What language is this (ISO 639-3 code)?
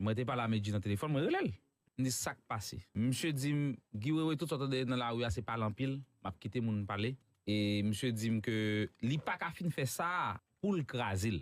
hat